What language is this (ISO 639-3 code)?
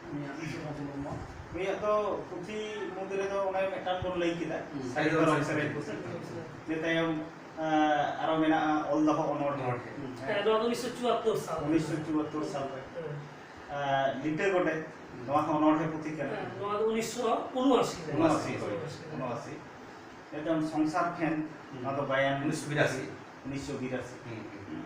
sat